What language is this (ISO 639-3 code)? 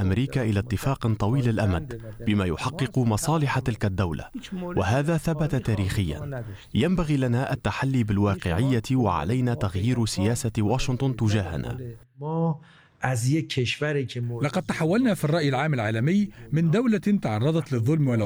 ara